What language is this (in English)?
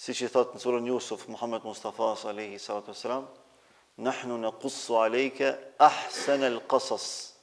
Albanian